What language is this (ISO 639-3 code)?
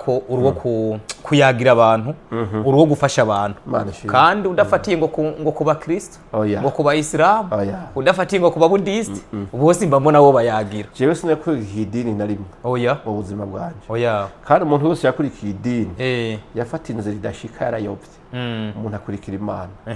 run